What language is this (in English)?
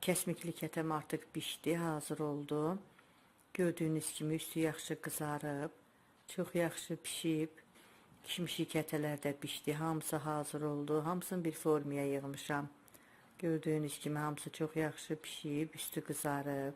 Azerbaijani